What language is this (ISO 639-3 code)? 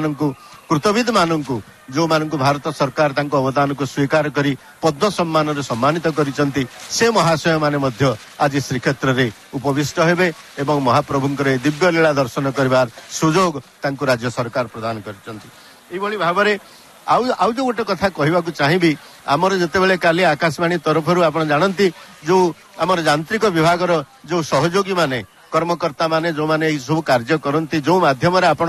ori